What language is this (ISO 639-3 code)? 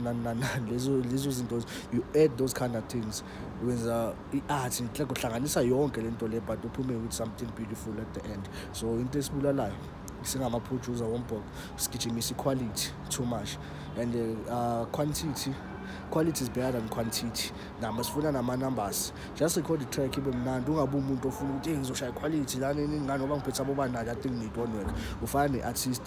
zul